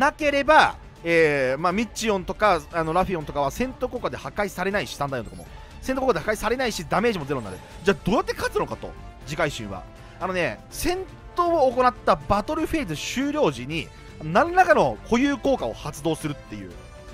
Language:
Japanese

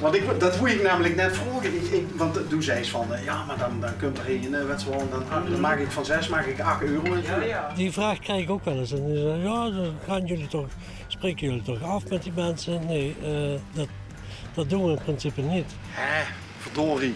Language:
Limburgish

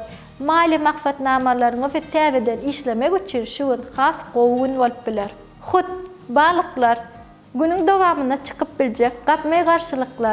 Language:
Turkmen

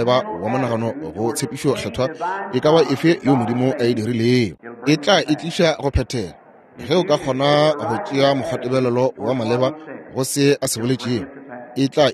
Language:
Northern Sotho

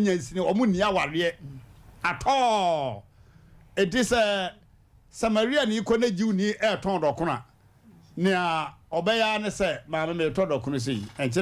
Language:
Akan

